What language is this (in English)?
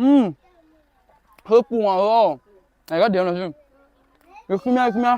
Akha